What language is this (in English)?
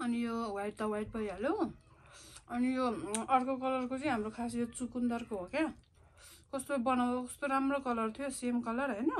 Nepali